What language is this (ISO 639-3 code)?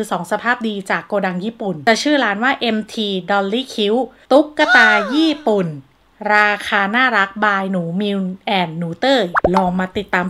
tha